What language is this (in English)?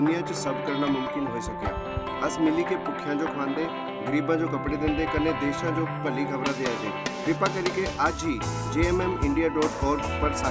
Dogri